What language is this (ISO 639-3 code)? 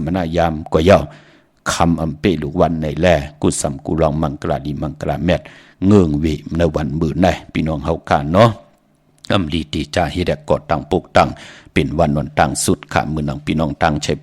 shn